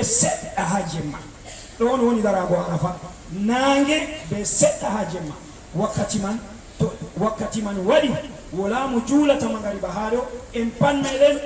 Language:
Fula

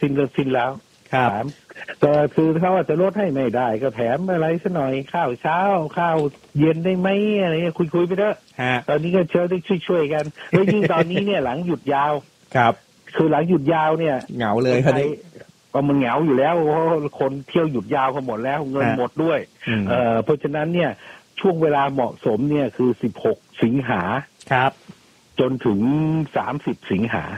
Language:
Thai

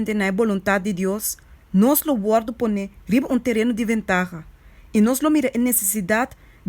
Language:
Papiamento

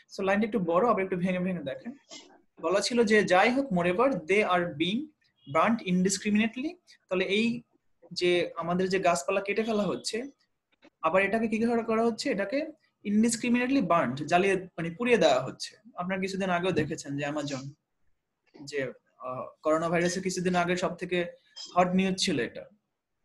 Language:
Bangla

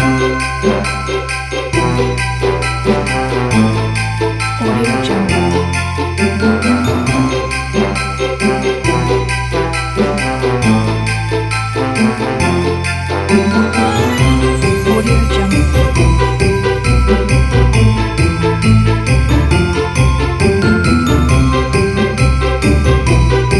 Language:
Malay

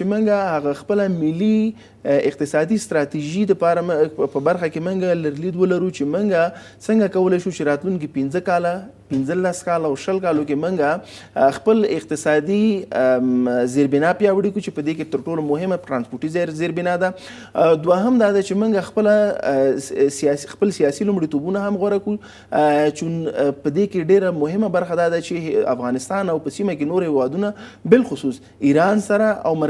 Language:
Pashto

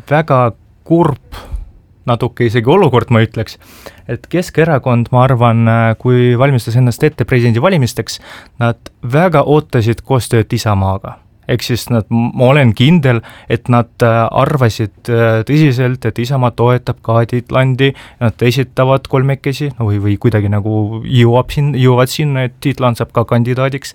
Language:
Estonian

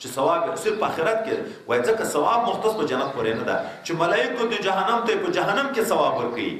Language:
Pashto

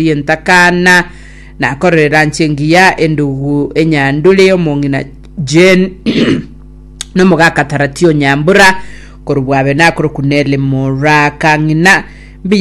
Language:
Gusii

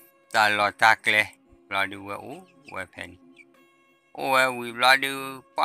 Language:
S'gaw Karen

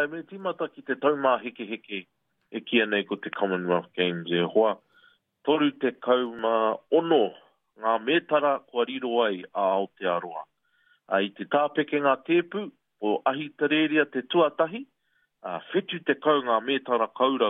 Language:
Māori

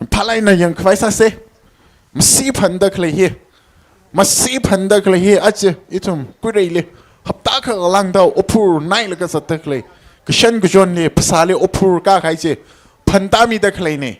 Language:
Tangkhul Naga (India)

